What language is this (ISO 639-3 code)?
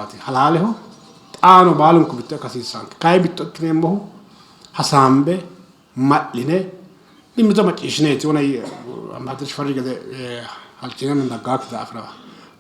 sid